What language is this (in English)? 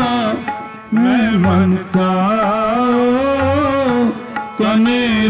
Punjabi